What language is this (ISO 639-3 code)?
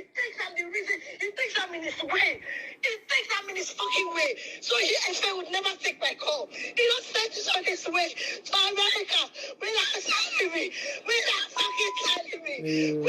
pcm